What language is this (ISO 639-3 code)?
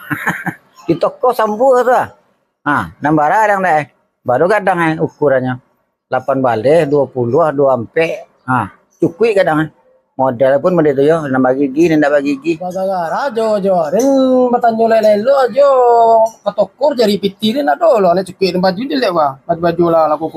min